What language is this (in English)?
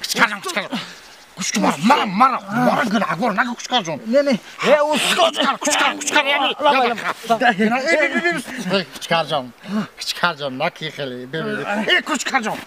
Tajik